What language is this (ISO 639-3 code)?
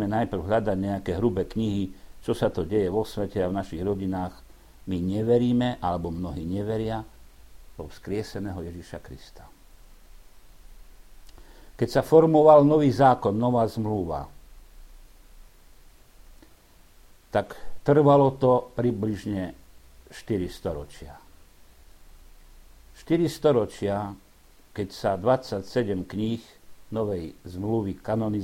slk